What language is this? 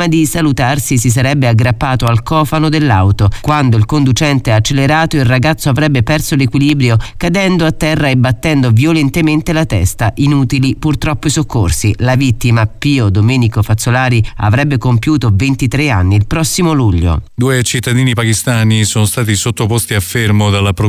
Italian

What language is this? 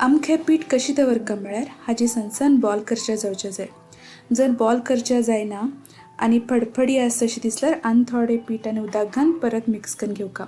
Konkani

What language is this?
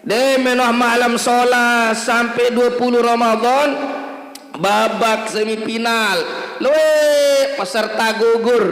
Sasak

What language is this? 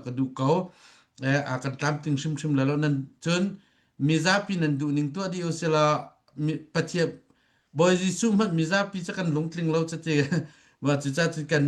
Hakha Chin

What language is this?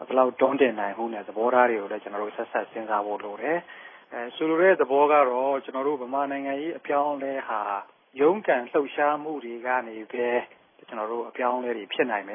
Burmese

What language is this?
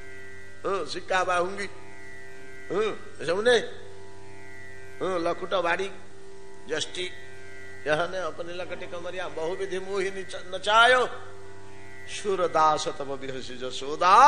Odia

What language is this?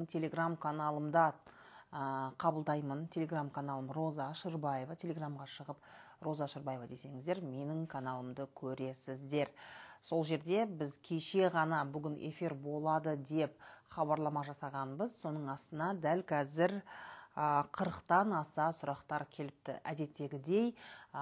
Kazakh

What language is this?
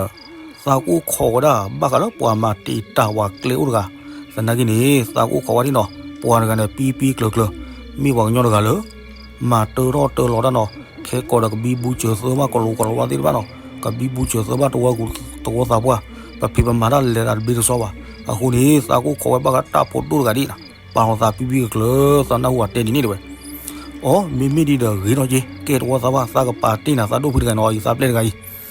S'gaw Karen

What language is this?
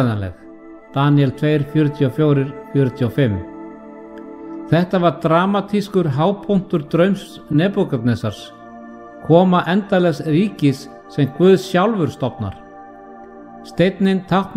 Icelandic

